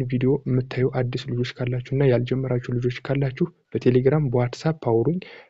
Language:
Amharic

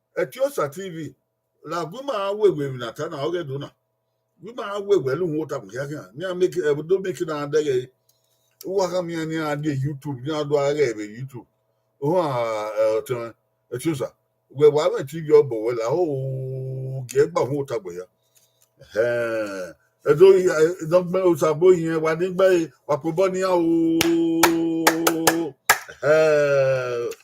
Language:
Bini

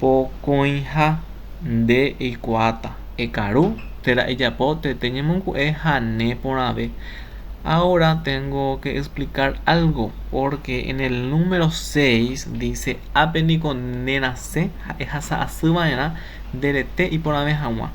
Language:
Guarani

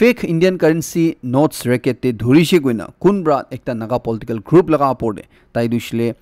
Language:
Naga Pidgin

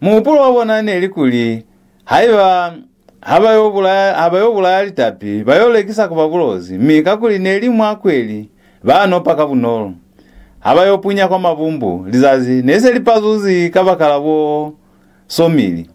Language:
Lozi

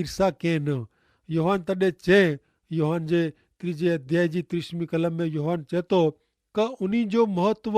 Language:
Kachhi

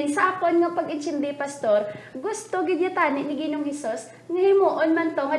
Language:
Hiligaynon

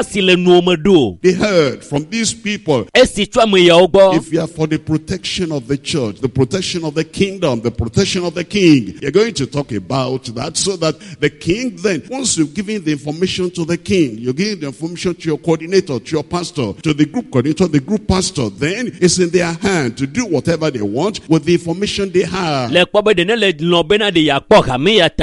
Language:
Ewe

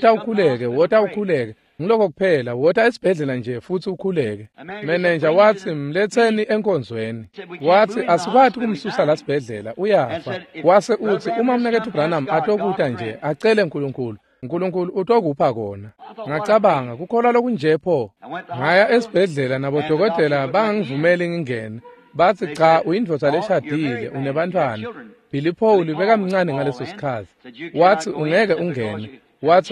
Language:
Swati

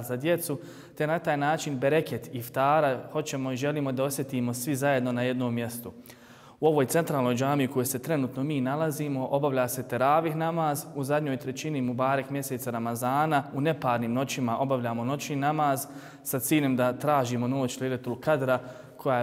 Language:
Bosnian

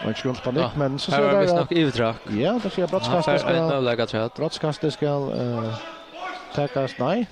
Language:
Faroese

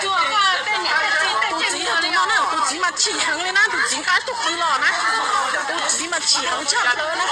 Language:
Hmong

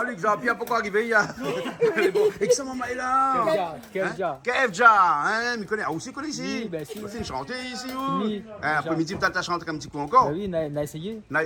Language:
Réunion Creole French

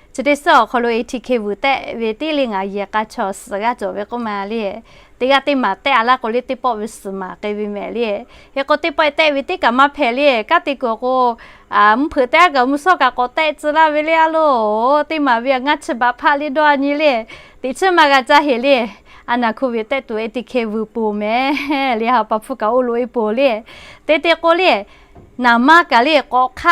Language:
Lahu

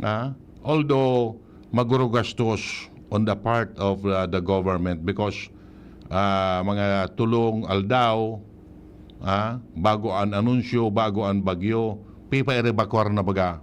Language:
Bikol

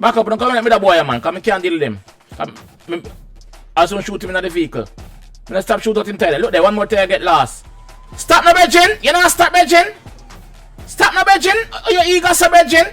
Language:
Jamaican Creole English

